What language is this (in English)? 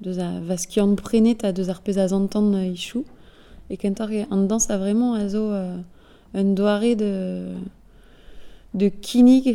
Breton